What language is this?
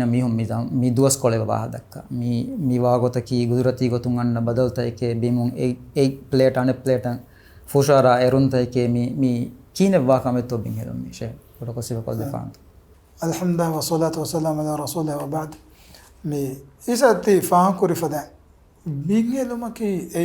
Divehi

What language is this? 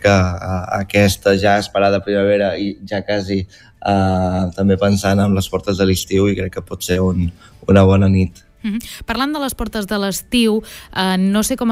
Catalan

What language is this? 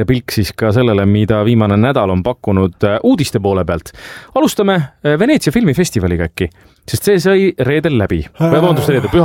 Estonian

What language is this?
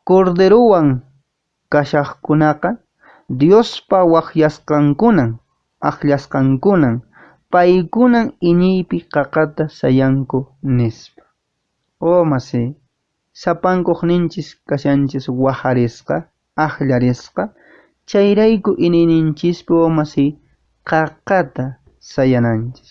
Quechua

